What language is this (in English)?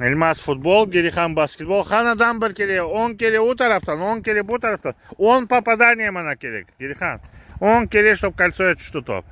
Crimean Tatar